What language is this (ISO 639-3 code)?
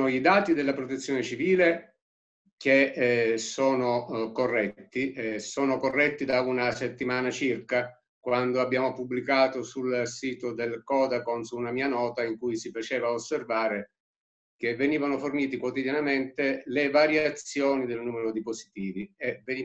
ita